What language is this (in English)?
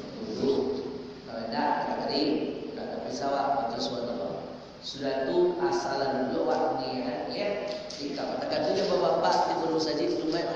Minangkabau